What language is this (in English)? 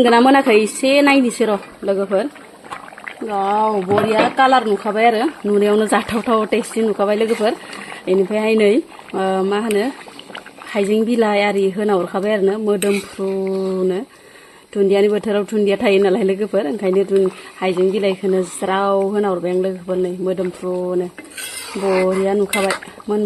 Bodo